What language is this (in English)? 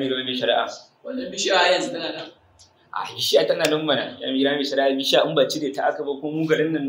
Hausa